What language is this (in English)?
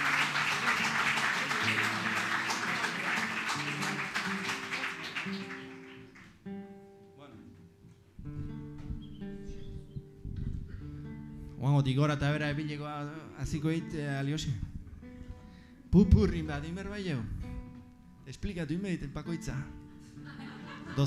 Basque